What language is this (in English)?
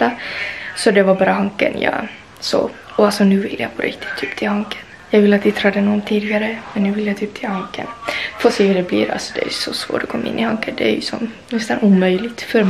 Swedish